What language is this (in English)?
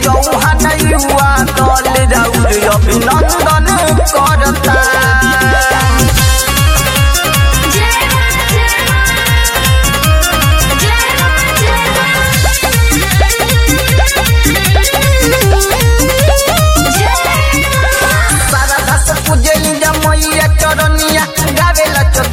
Bhojpuri